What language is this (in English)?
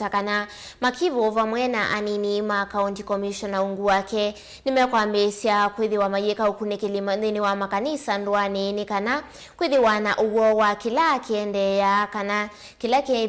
Kamba